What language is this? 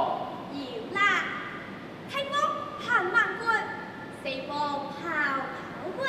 Hakka Chinese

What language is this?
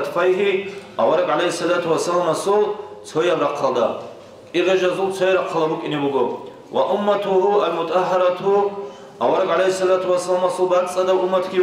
Avaric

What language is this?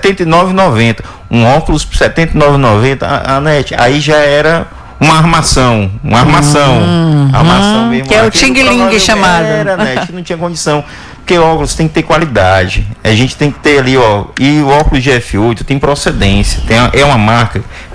Portuguese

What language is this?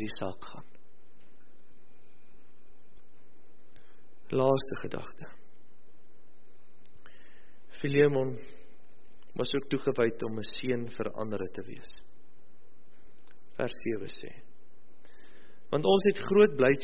Afrikaans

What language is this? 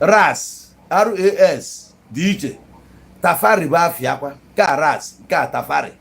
Igbo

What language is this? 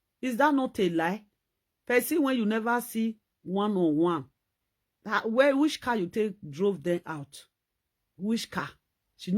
Nigerian Pidgin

